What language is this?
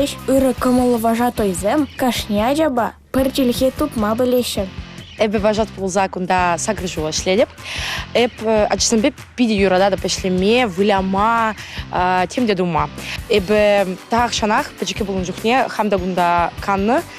Chuvash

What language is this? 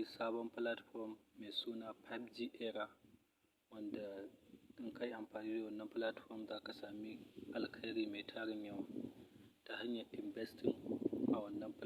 Hausa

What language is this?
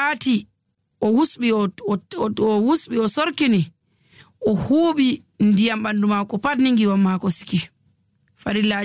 Nigerian Fulfulde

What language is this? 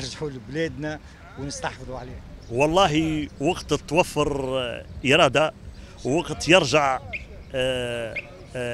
Tunisian Arabic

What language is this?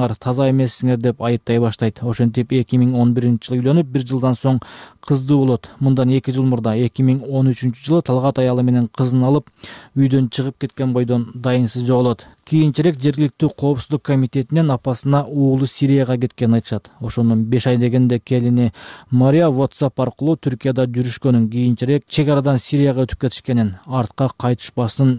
Kyrgyz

